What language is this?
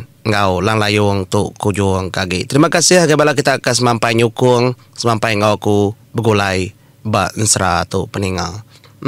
Iban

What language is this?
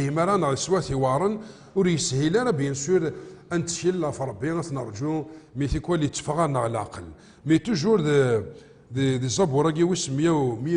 Kabyle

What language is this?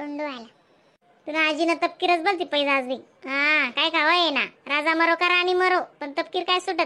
Khandesi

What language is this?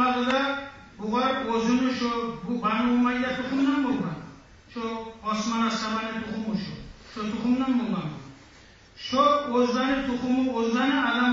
Kumyk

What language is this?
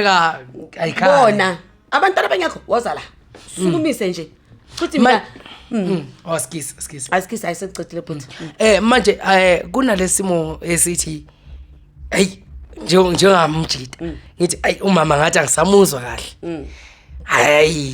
Zulu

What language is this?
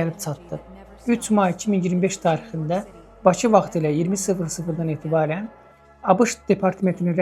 Azerbaijani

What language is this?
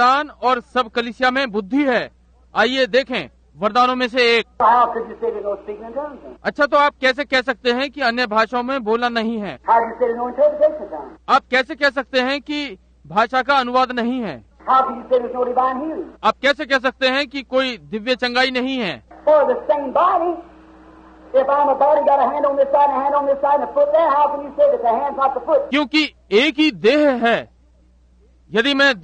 Hindi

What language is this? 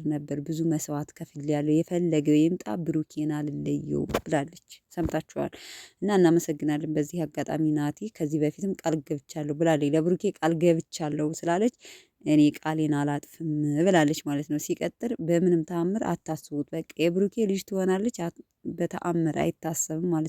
Amharic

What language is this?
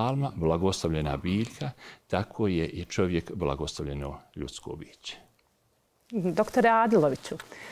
Bosnian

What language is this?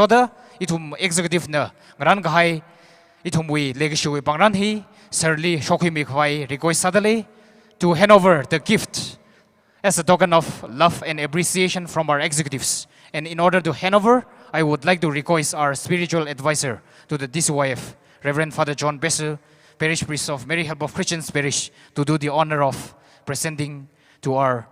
Tangkhul Naga (India)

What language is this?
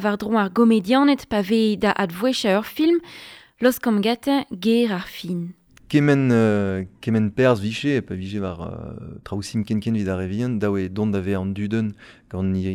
Breton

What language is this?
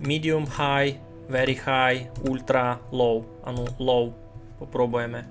Rusyn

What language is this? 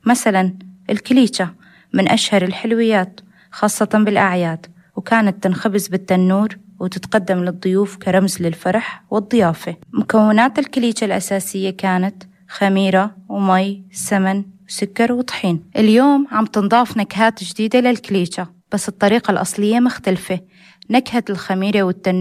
North Levantine Arabic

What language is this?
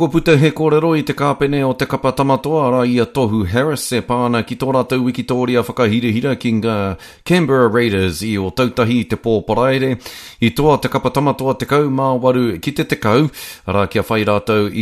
Māori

